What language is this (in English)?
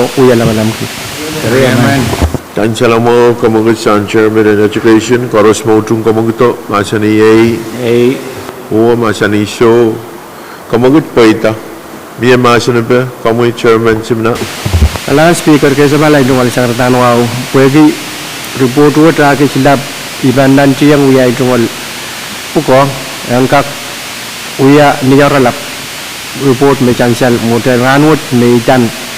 Pohnpeian